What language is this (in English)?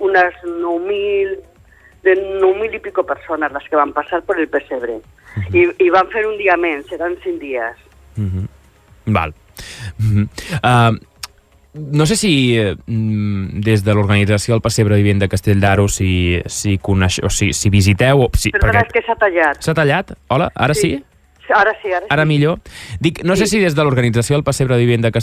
Catalan